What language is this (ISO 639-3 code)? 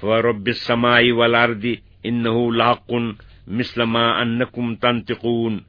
kas